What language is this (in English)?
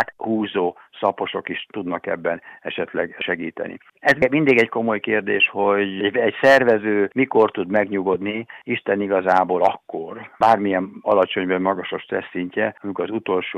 Hungarian